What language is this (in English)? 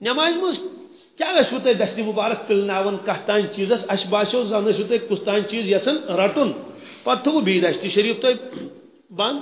Kashmiri